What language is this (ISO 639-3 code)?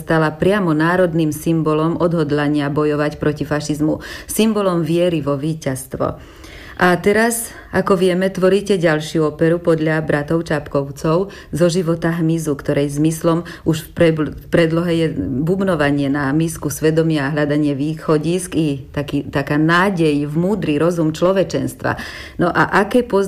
slk